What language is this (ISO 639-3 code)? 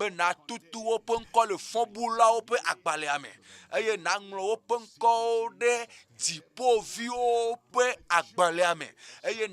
ewe